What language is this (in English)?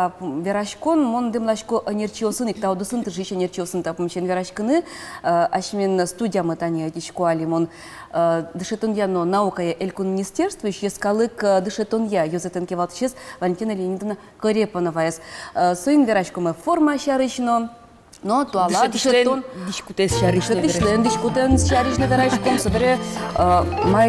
Udmurt